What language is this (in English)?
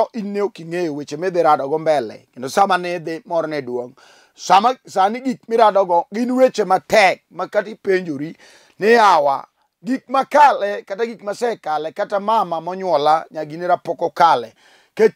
Luo (Kenya and Tanzania)